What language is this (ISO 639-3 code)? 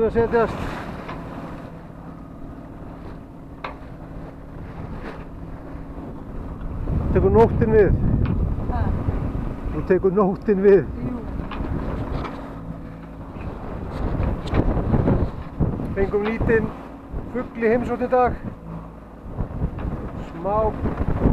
isl